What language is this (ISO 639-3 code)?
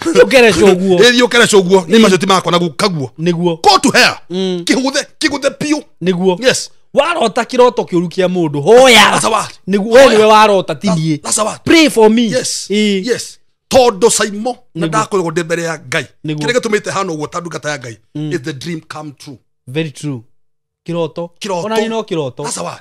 kik